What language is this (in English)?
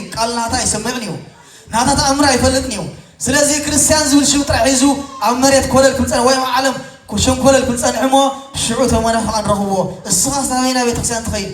Tigrinya